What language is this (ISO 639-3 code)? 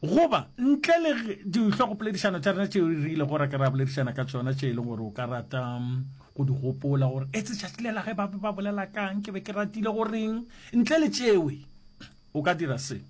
nso